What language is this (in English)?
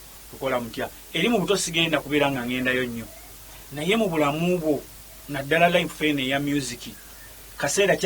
Ganda